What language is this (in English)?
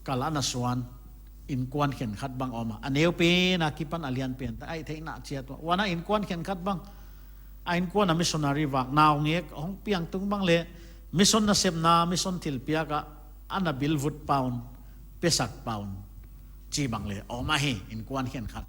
Paite Chin